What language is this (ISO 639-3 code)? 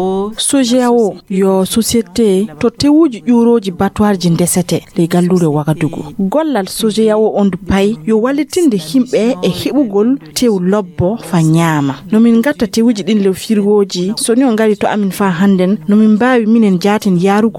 ful